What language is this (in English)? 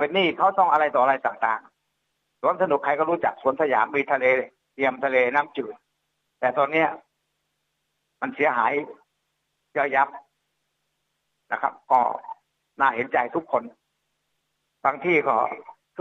Thai